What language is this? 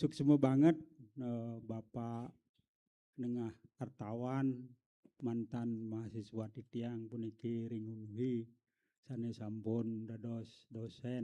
Balinese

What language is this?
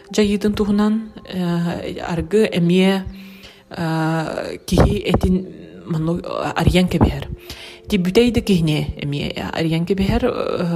Yakut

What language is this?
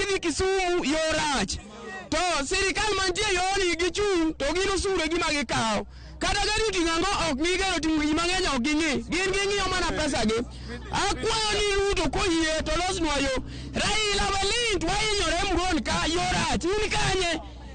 Luo (Kenya and Tanzania)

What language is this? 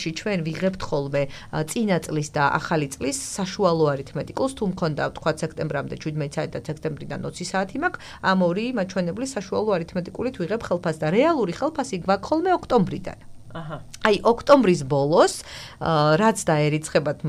Georgian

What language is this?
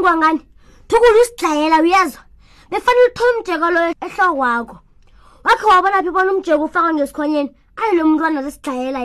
South Ndebele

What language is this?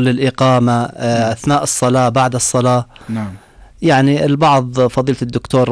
North Levantine Arabic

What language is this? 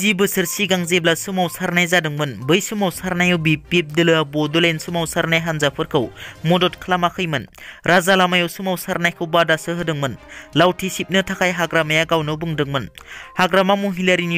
Bodo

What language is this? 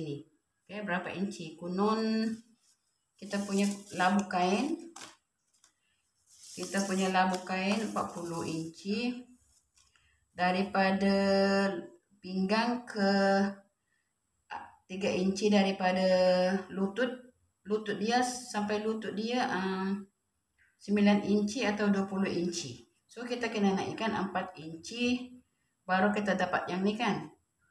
Malay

